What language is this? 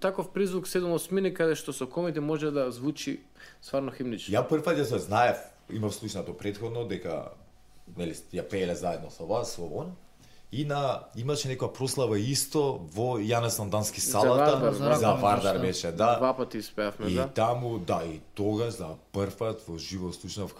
Macedonian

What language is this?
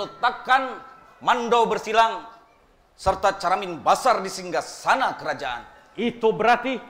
Banjar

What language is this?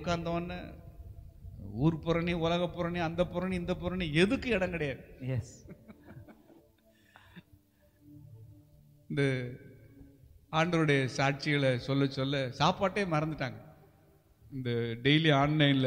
Tamil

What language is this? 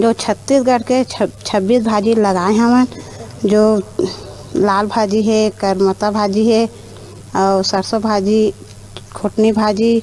Chhattisgarhi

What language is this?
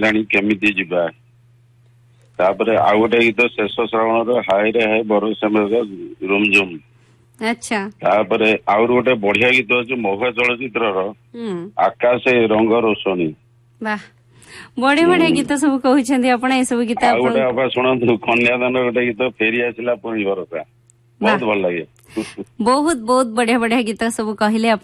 Odia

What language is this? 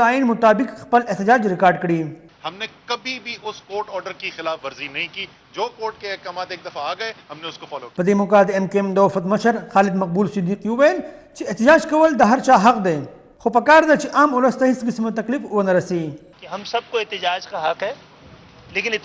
Pashto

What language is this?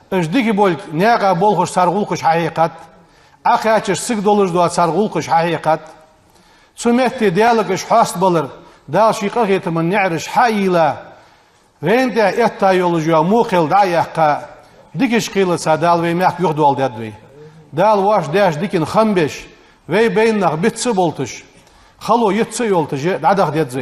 Ingush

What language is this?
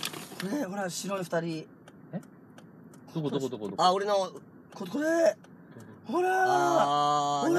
Japanese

